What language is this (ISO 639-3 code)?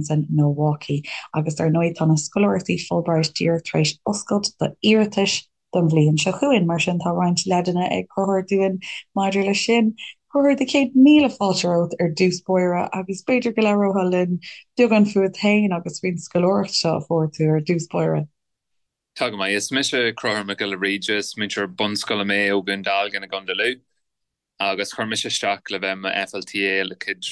gle